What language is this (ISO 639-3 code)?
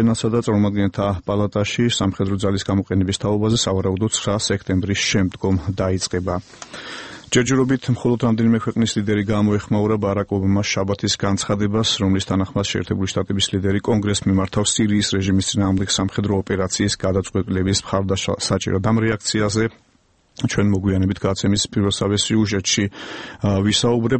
kat